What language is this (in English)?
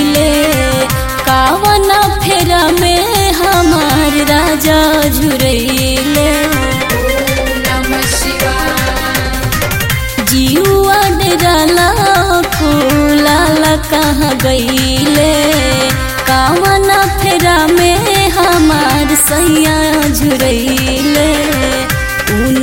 Bhojpuri